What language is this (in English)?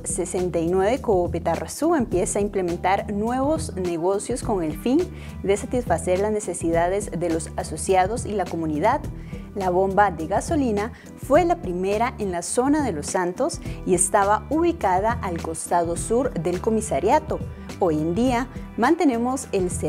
Spanish